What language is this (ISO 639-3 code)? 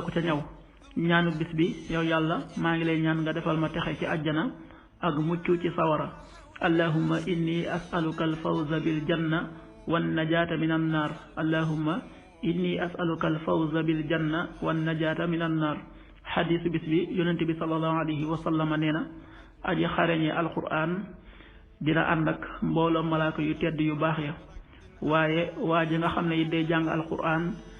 wol